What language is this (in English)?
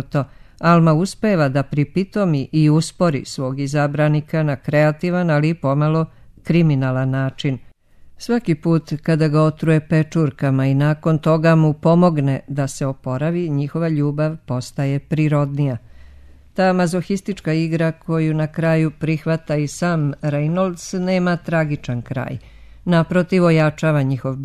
Serbian